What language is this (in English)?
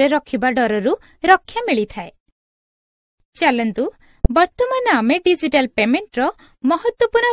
Odia